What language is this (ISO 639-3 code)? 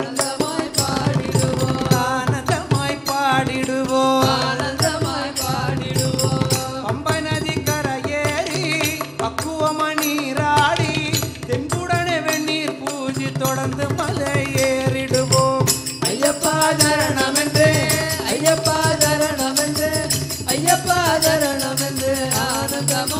tam